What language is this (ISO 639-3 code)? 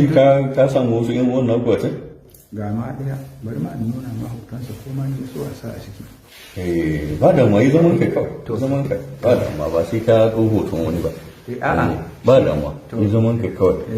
hau